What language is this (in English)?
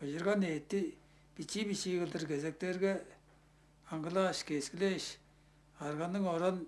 Tuvinian